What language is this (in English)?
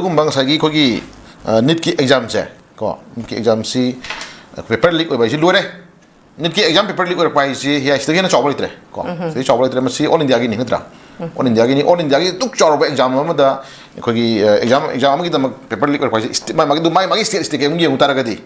Manipuri